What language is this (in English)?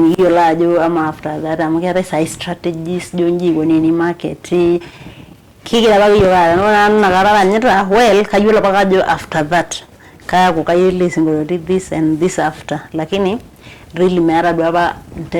Masai